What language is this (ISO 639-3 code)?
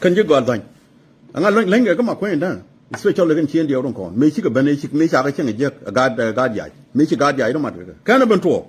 nus